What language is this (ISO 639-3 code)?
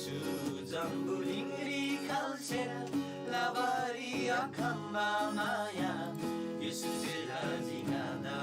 taj